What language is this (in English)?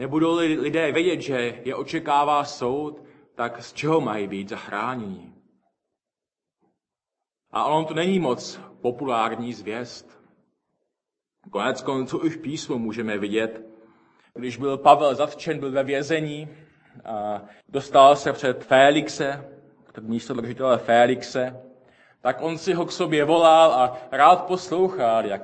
Czech